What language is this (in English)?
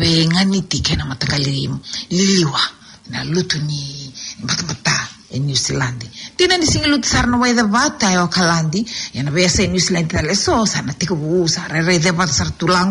Fijian